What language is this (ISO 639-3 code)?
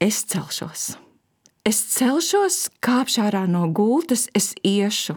lav